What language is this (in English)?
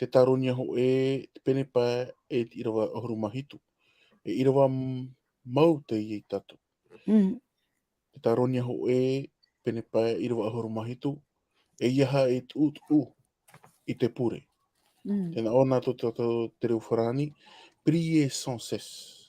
Tahitian